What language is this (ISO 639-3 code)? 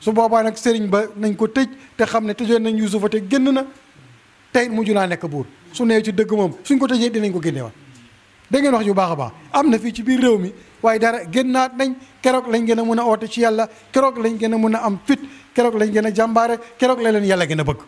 wol